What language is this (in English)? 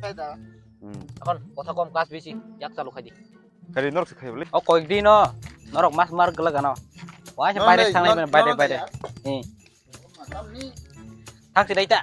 Kok Borok